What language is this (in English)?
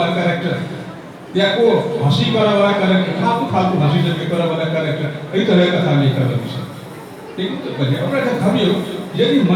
Maithili